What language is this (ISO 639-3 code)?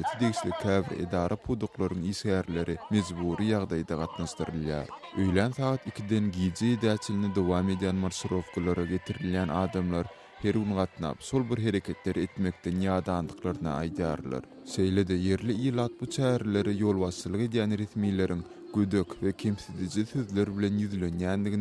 tuk